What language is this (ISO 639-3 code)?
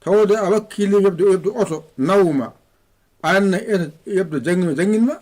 ful